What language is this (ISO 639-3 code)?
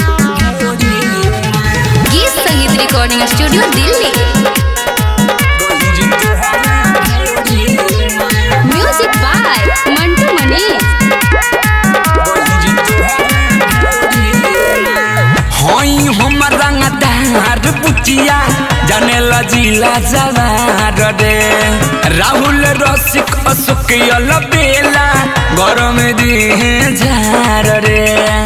bho